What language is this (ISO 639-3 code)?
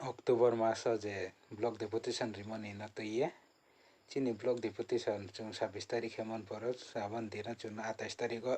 ria